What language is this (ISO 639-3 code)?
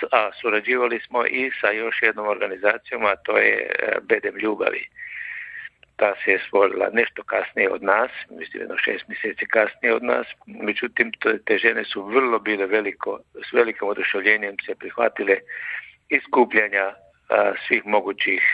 hrv